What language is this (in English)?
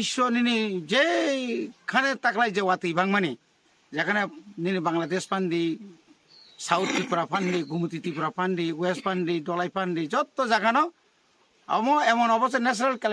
Kok Borok